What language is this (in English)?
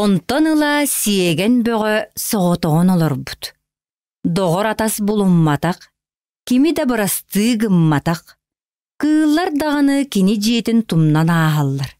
Yakut